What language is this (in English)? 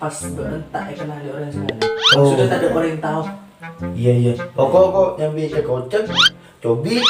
Madurese